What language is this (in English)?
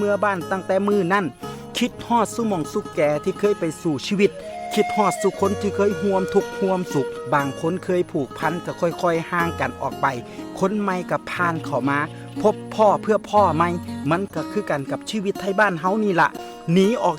Northeastern Thai